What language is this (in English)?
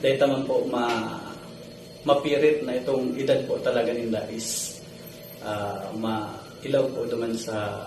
Bikol